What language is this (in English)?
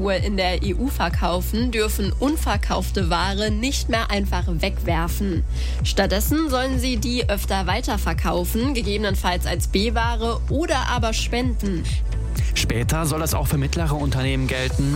German